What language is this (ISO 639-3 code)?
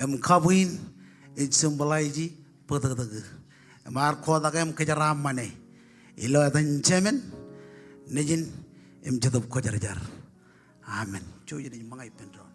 mah